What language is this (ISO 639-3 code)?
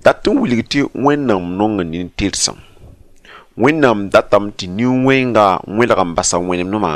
mos